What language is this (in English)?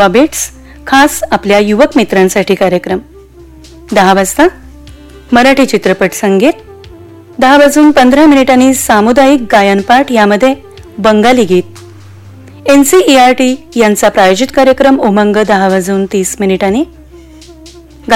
Marathi